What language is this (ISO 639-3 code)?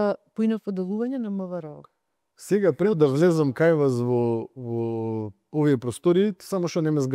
mkd